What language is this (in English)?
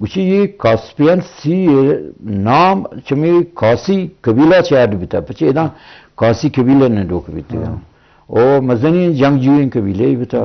Eastern Balochi